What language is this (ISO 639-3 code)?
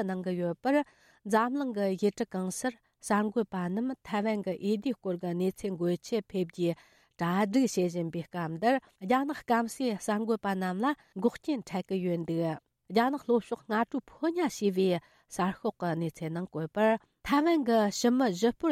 bod